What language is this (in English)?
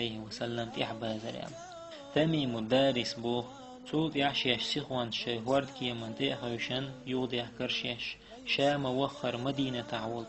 Chechen